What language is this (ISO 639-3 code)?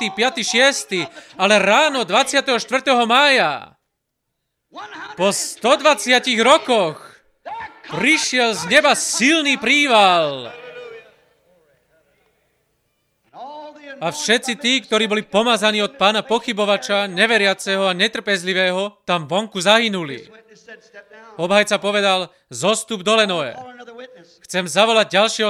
slk